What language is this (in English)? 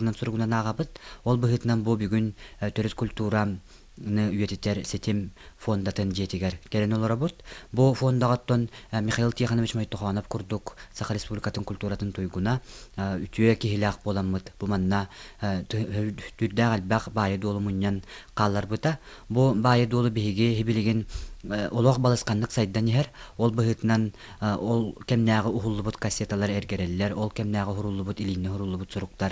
Yakut